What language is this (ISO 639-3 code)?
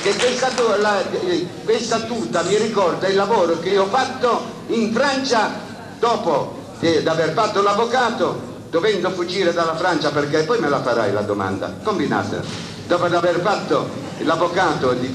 ita